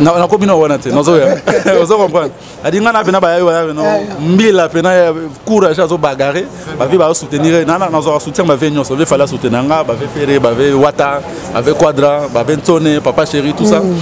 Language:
Lingala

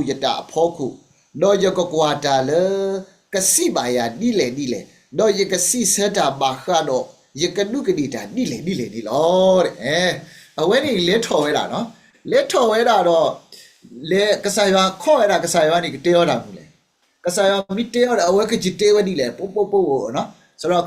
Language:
S'gaw Karen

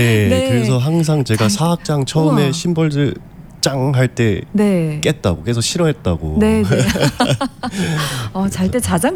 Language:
Korean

